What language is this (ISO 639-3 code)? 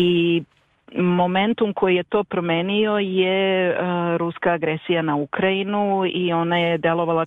srp